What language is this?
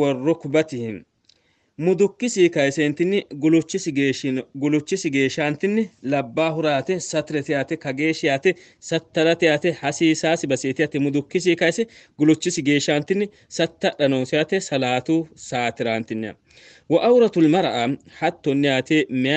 Sidamo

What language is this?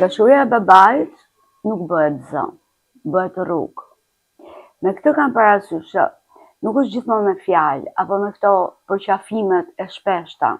Albanian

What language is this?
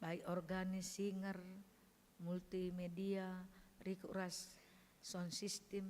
Batak Karo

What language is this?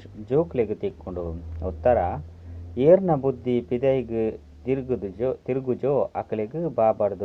Tulu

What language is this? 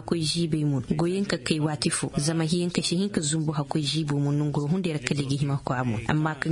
Zarma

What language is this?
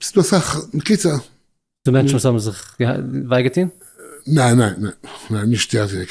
Yiddish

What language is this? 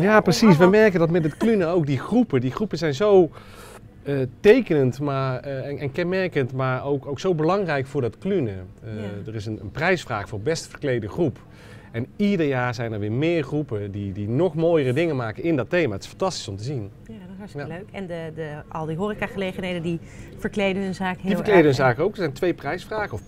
Dutch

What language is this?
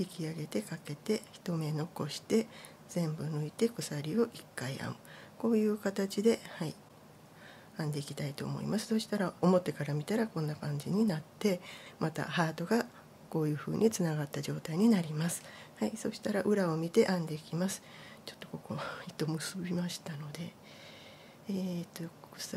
Japanese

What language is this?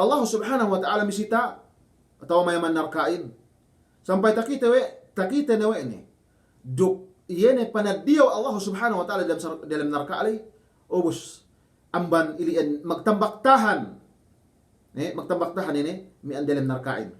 Yakan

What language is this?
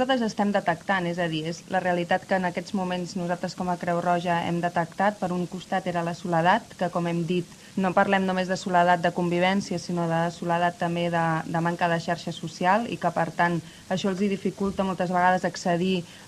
Catalan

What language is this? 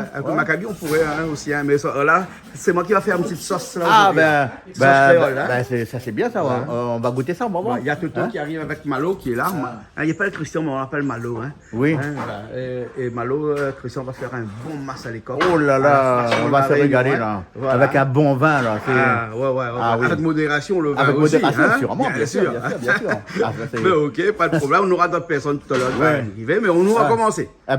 Réunion Creole French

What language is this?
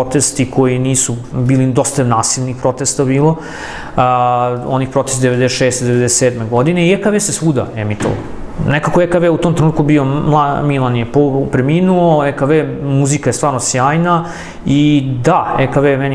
Serbian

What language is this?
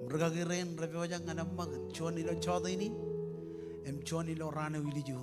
Marshallese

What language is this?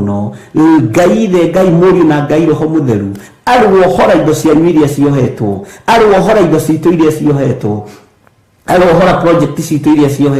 Kikuyu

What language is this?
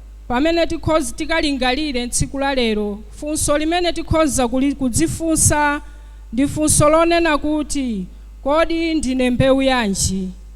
Nyanja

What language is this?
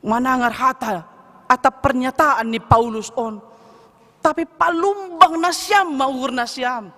Batak Simalungun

